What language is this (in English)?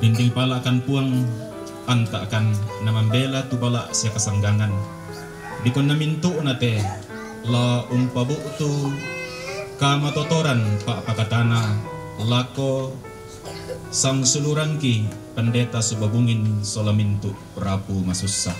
Toraja-Sa'dan